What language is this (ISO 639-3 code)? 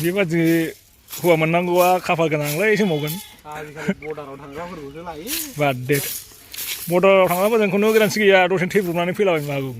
brx